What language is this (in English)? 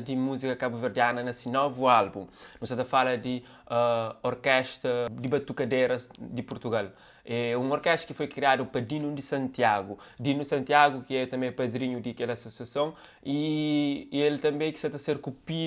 Kabuverdianu